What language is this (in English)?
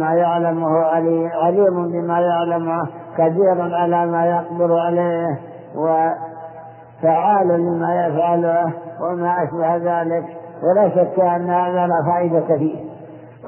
Arabic